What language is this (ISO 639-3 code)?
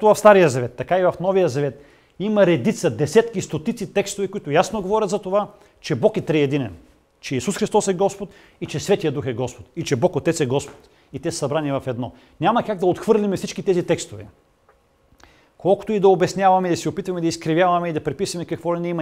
bul